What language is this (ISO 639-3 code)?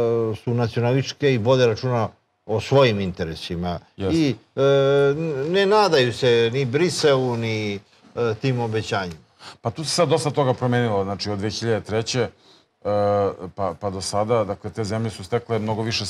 srp